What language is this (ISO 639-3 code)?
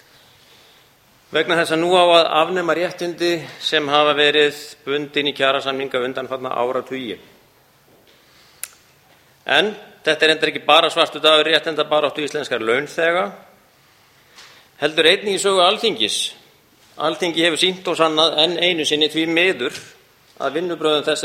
isl